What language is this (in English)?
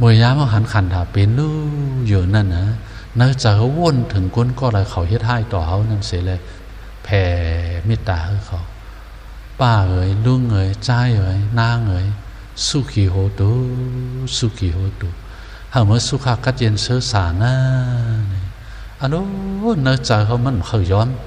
Shan